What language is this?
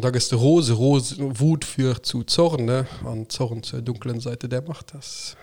Luxembourgish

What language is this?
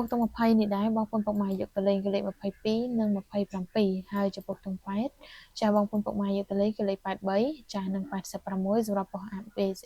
Khmer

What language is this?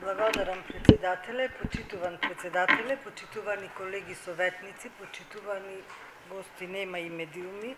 Macedonian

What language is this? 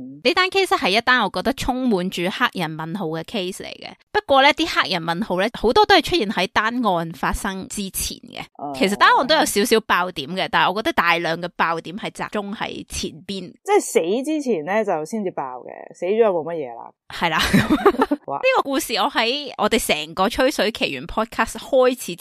Cantonese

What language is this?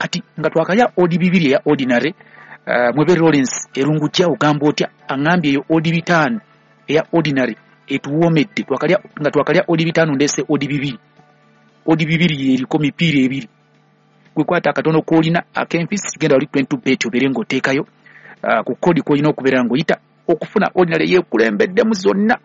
Ganda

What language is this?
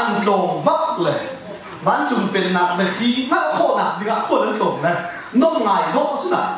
Hakha Chin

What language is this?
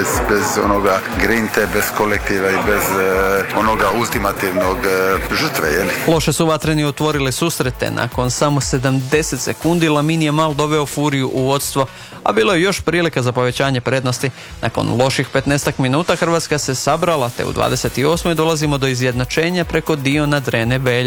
Croatian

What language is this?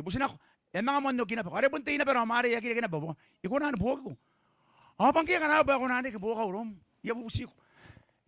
Gilbertese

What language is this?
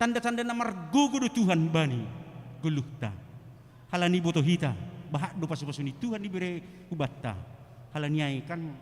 Batak Simalungun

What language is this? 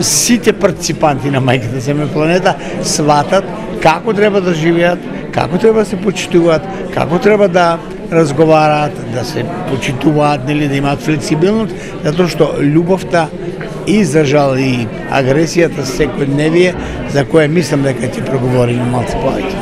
Macedonian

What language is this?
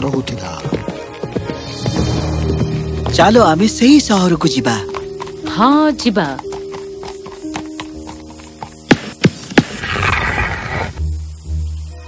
Odia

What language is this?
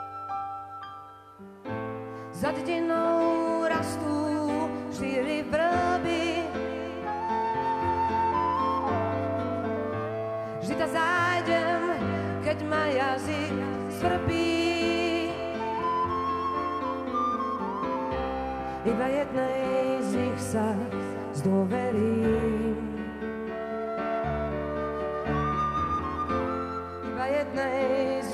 Slovak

